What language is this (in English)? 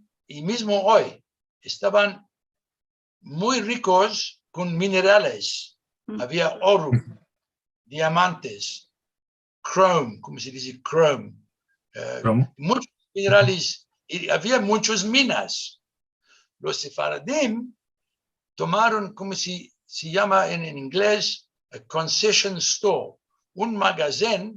Ladino